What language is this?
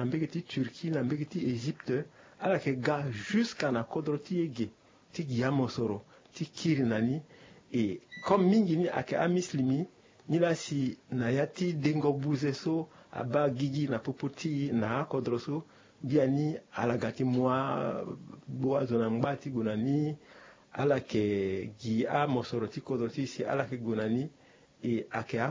Sango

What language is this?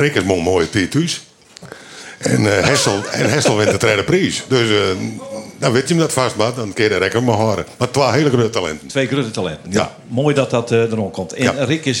Western Frisian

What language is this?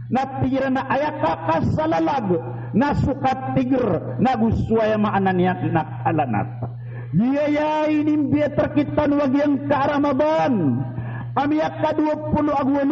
Maranao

